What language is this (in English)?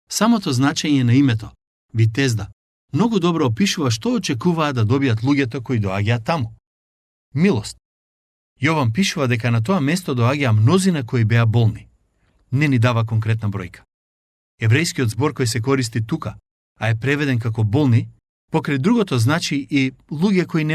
Macedonian